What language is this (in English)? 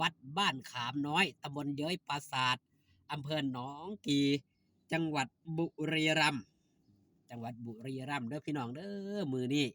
Northeastern Thai